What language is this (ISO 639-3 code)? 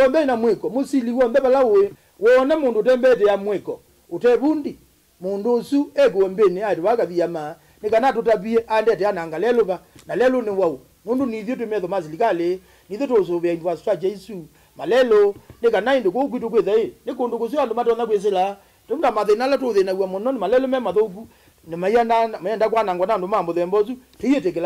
kam